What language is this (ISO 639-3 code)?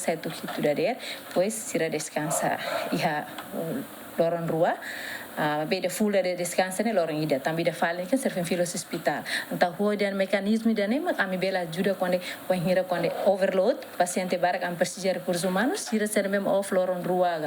tet